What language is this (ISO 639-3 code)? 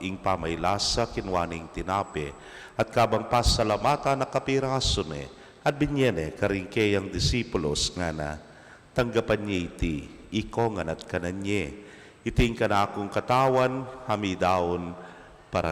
pam